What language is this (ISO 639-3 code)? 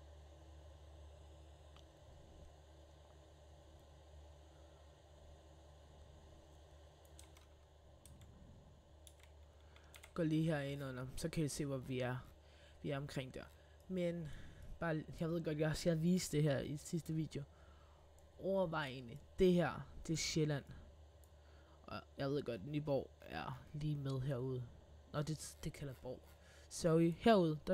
dan